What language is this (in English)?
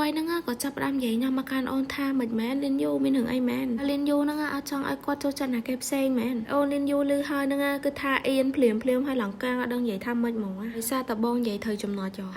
Khmer